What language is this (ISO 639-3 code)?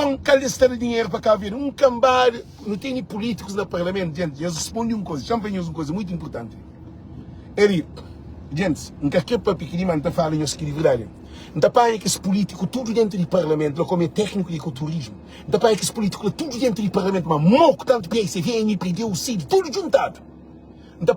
kea